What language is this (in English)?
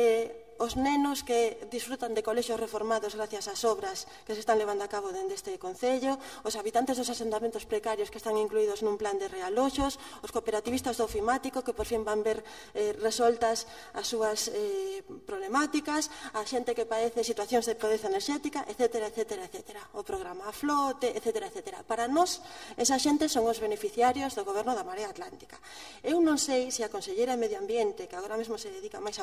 Galician